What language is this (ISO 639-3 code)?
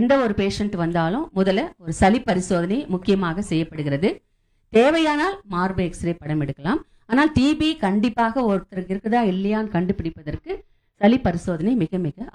tam